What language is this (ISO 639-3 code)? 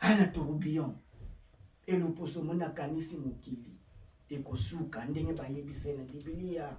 lin